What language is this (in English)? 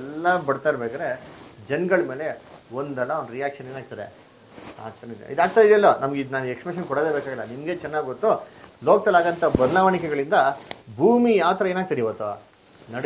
Kannada